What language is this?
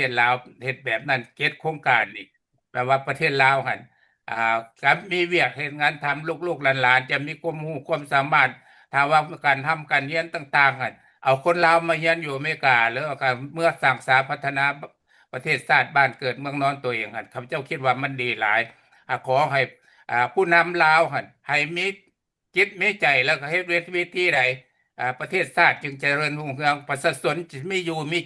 Lao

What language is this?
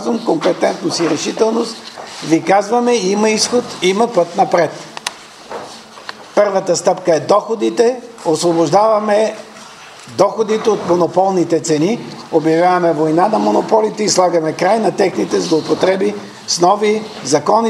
Bulgarian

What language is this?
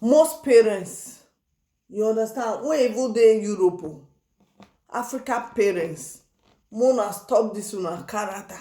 Nigerian Pidgin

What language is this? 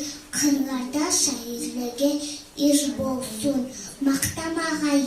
Kumyk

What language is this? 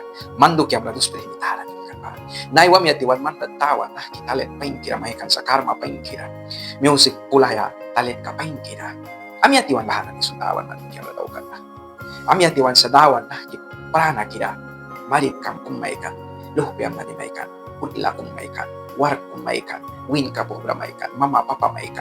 Mískito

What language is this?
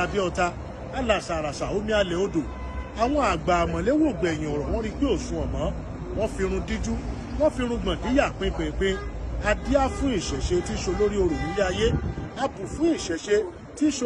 Yoruba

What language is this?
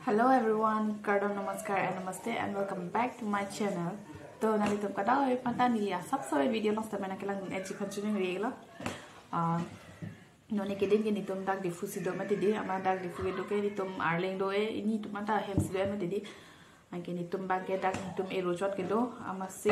Karbi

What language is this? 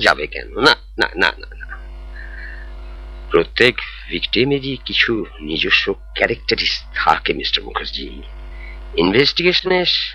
Bangla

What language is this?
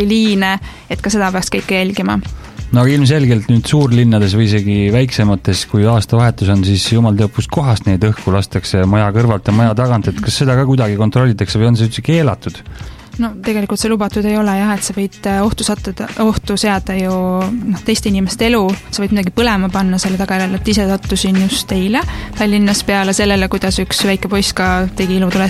Estonian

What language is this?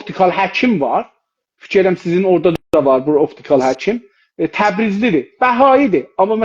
South Azerbaijani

